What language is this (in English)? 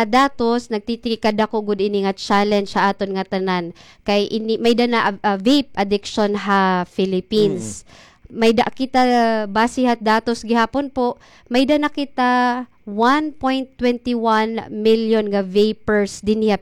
Waray